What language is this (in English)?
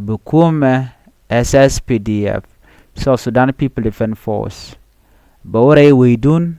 Nuer